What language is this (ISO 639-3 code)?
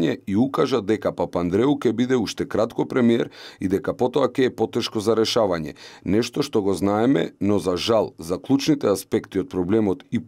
mkd